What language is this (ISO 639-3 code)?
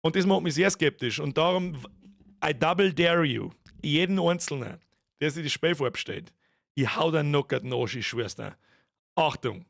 bar